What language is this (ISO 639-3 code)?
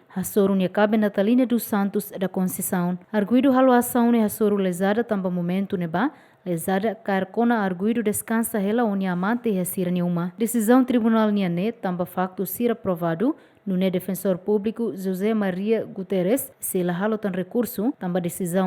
tet